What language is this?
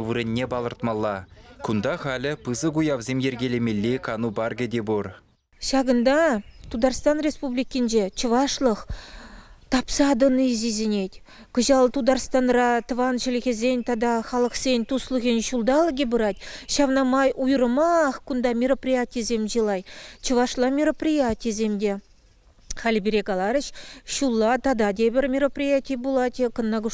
Chuvash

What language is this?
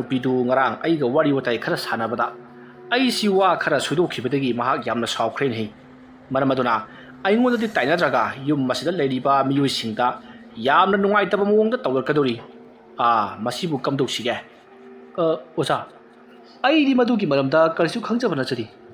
Manipuri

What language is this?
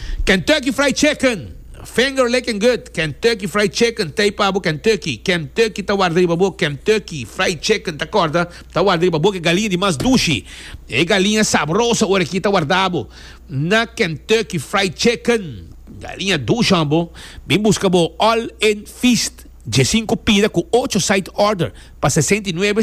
Papiamento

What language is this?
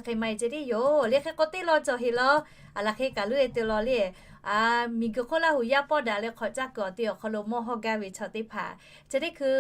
Lahu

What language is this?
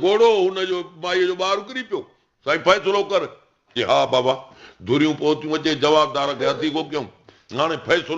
Sindhi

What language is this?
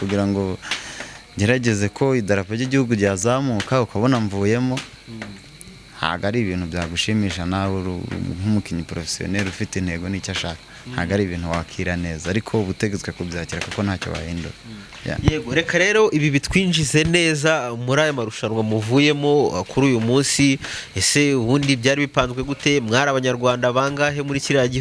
Kinyarwanda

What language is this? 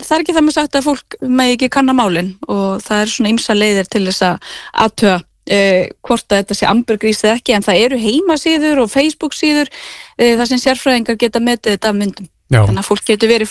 Icelandic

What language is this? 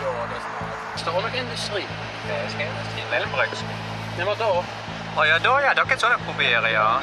Limburgish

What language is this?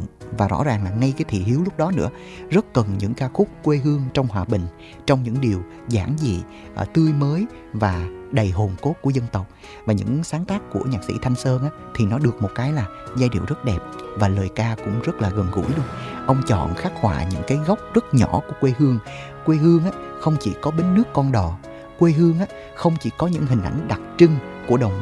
Vietnamese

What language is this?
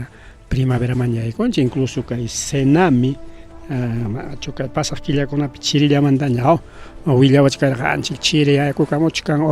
Ayacucho Quechua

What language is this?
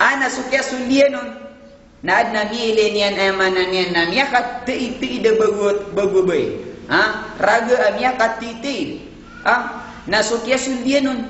Maranao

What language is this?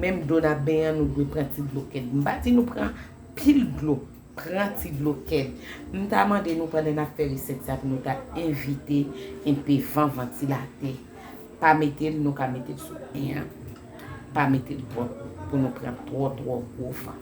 Haitian Creole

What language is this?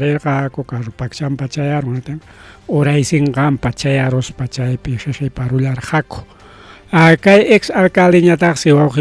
Ayacucho Quechua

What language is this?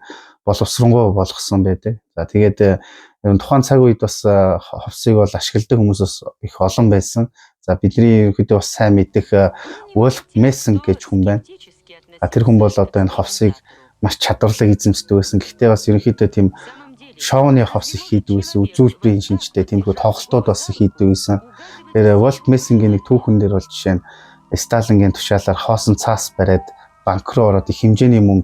Mongolian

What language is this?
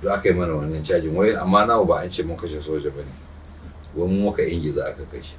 Hausa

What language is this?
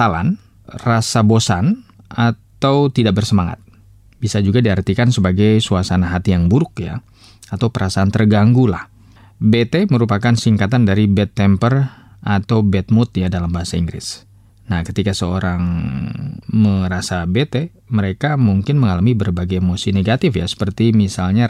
Indonesian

